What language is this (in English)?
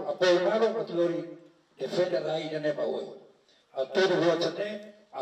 Tetum